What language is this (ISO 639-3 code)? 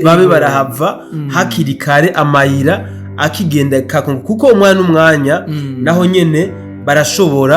run